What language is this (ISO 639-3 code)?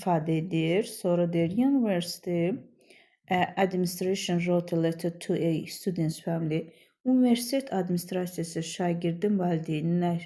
aze